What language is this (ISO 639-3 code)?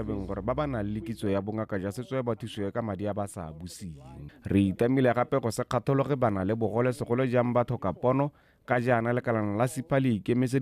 tsn